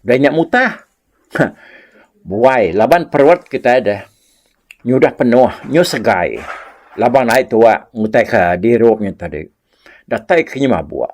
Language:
Iban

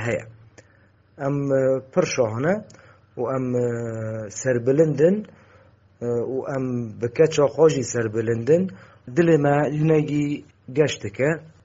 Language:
Kurdish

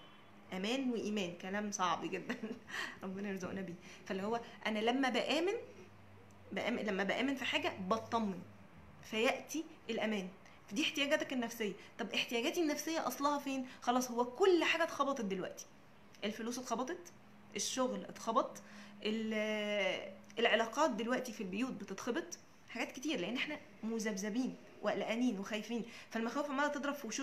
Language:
Egyptian Arabic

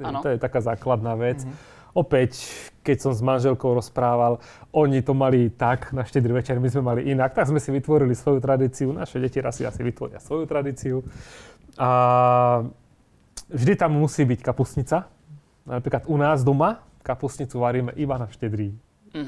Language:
Slovak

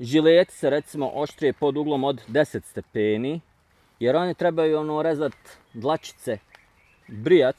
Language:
Bosnian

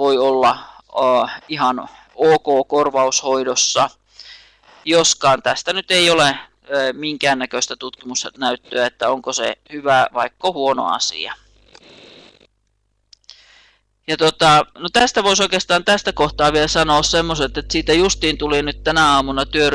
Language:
Finnish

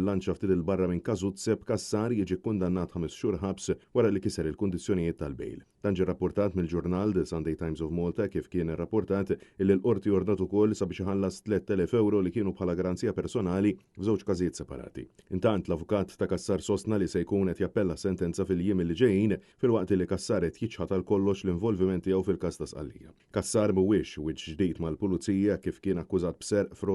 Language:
Maltese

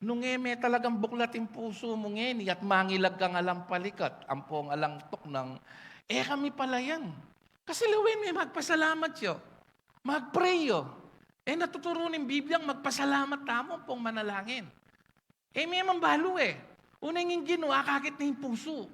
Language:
Pampanga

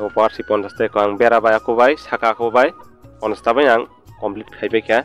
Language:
Kok Borok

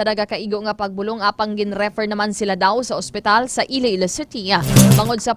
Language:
Hiligaynon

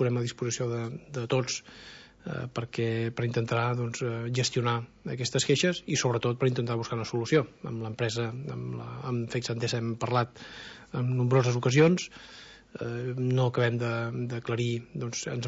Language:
Catalan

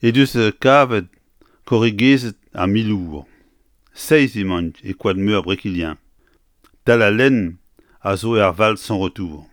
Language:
Breton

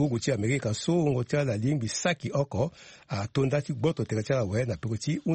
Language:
Sango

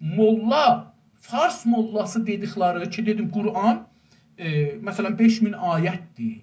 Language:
South Azerbaijani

